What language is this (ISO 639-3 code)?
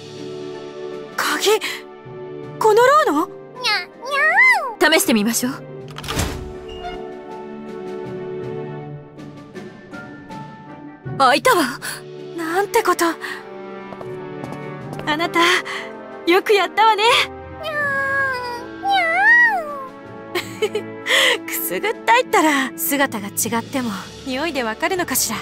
jpn